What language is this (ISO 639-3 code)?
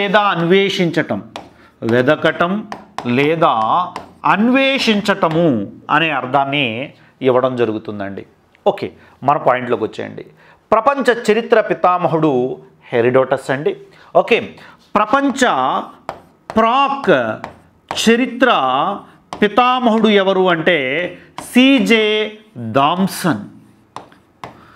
tel